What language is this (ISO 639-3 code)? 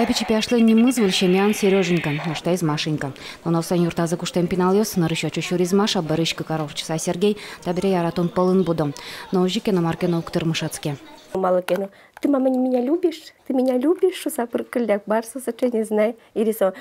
udm